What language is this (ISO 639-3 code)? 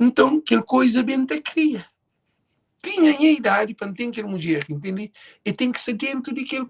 kea